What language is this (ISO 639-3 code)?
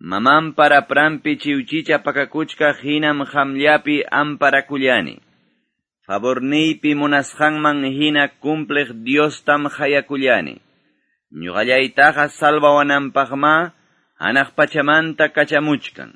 que